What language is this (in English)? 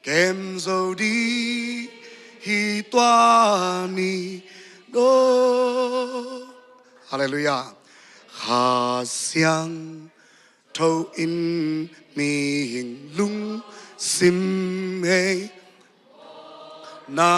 Tedim Chin